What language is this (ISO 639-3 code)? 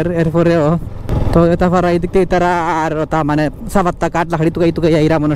syl